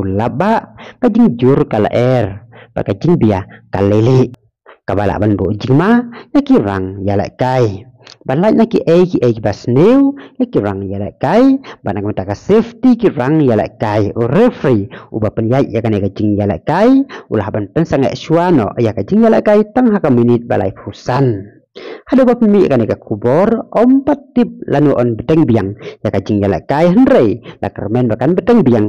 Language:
Khasi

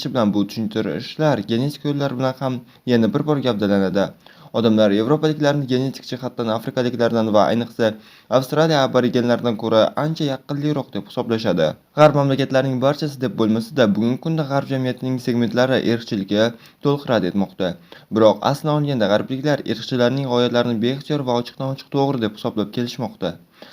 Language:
Uzbek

